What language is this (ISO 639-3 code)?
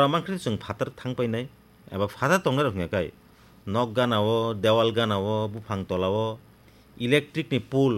trp